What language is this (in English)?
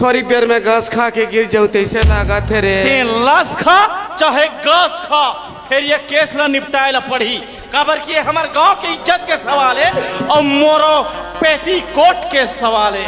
Chhattisgarhi